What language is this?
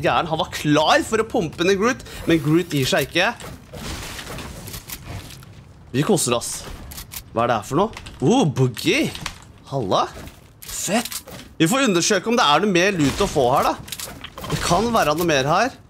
Norwegian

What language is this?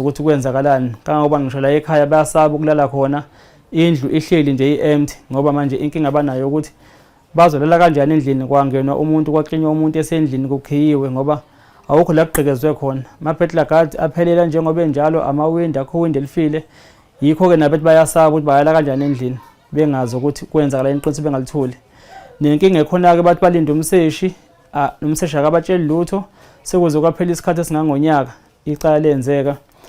Zulu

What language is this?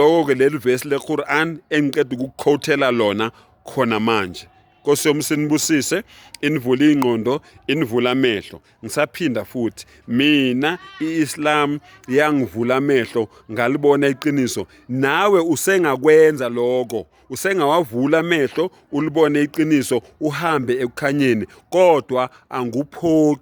Zulu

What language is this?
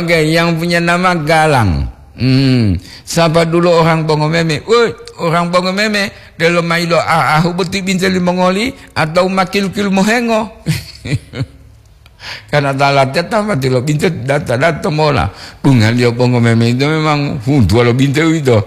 Gorontalo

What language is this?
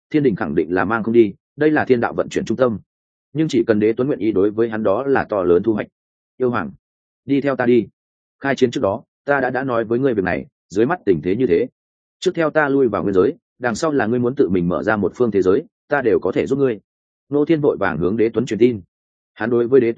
Vietnamese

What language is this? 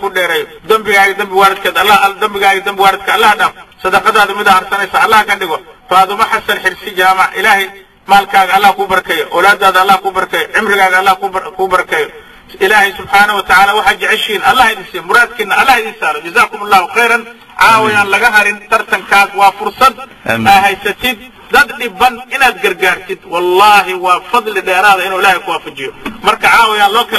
Somali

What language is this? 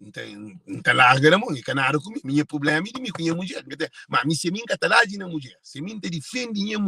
Kabuverdianu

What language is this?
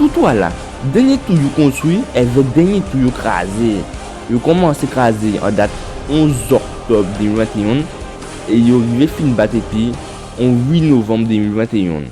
Guadeloupean Creole French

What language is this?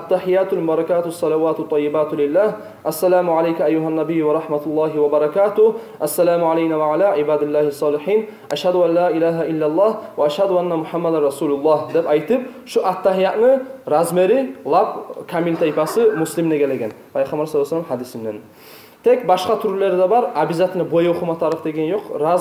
Kumyk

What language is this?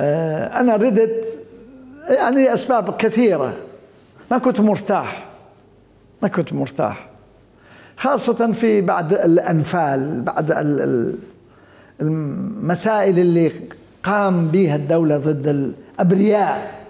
Mesopotamian Arabic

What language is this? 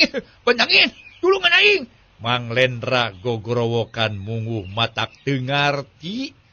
Sundanese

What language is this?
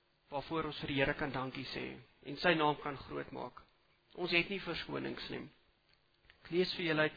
Afrikaans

